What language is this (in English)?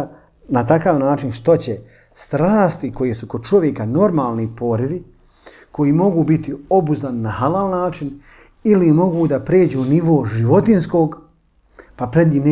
Bosnian